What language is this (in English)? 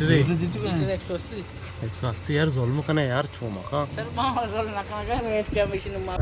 Baluchi